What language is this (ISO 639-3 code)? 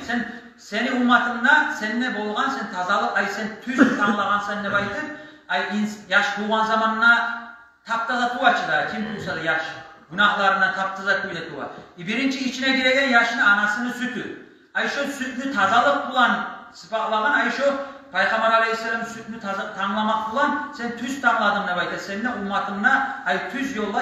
kum